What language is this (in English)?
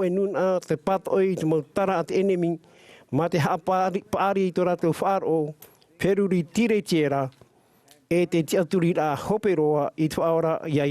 Tahitian